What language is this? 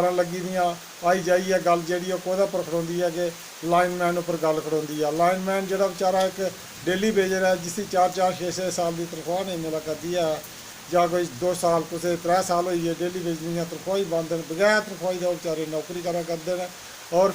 Dogri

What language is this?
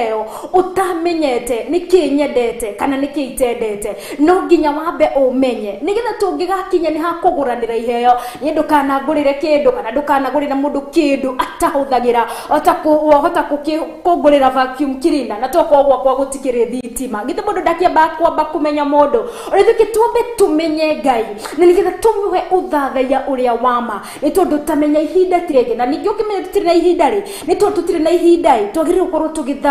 Kikuyu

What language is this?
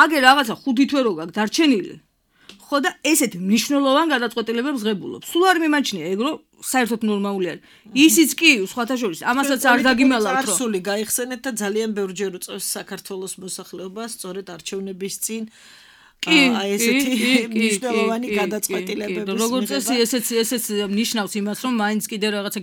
Georgian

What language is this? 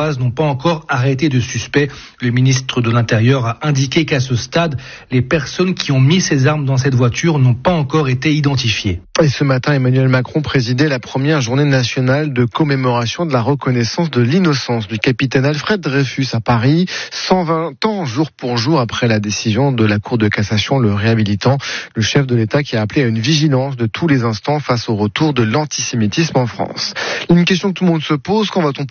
French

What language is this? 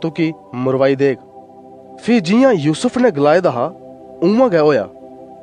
Dogri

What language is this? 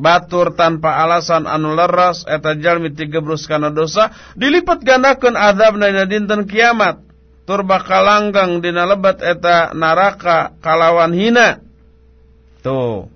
Sundanese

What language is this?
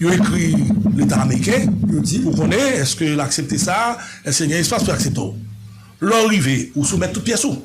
Haitian Creole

